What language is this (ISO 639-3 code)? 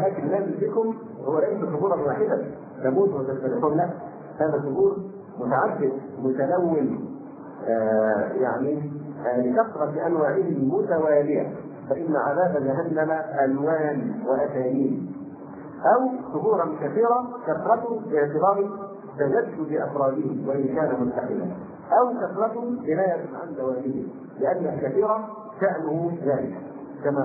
ara